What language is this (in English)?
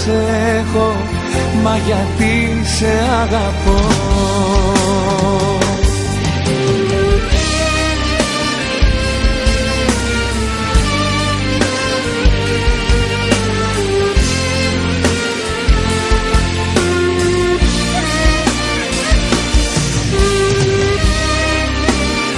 Greek